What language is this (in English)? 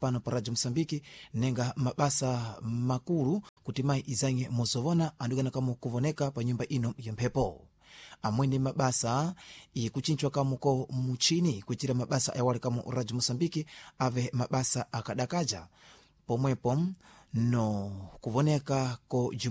Sena